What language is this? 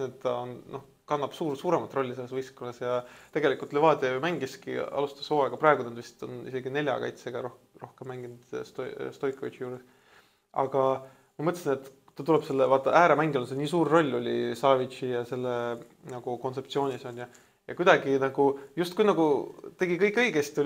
Estonian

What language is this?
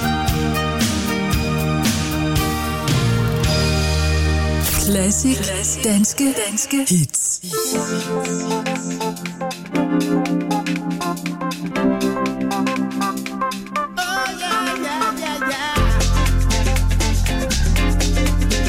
Danish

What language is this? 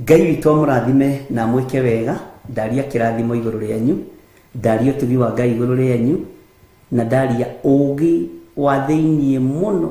Kikuyu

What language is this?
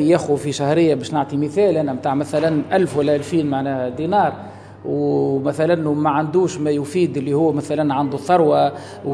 Tunisian Arabic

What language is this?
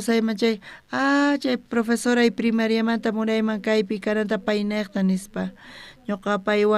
South Bolivian Quechua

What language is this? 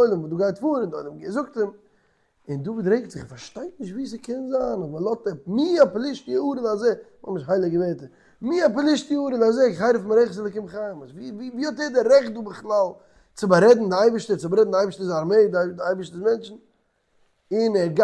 Yiddish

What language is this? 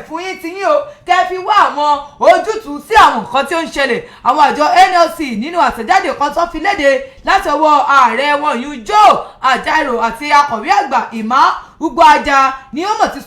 Yoruba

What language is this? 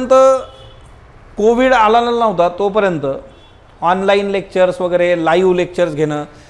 Marathi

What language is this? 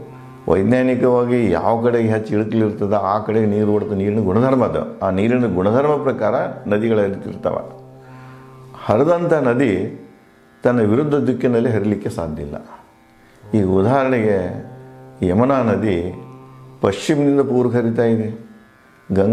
Kannada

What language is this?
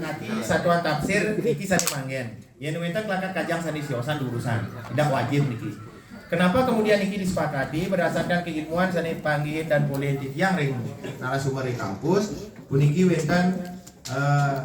Balinese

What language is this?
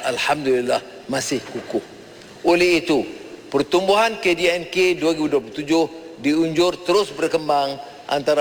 Malay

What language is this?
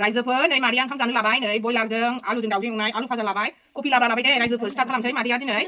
Bodo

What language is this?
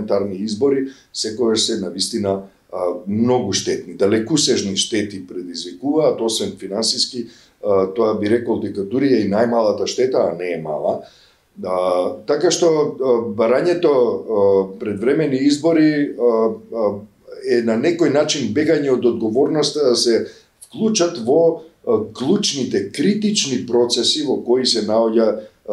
Macedonian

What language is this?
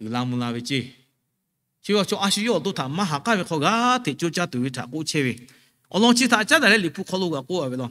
Lahu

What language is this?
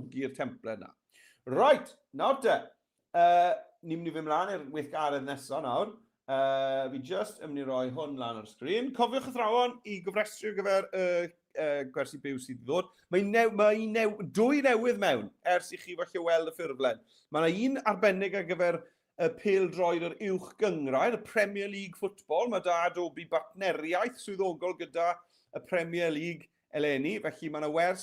Welsh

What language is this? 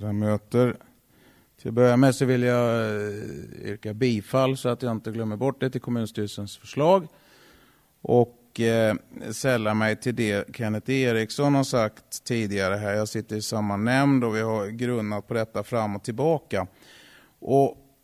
Swedish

